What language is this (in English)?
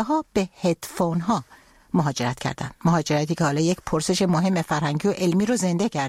Persian